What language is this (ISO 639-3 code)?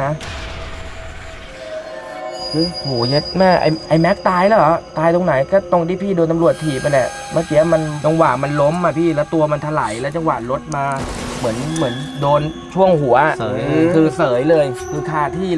tha